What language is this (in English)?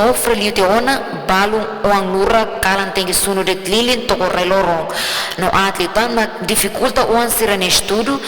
Tetum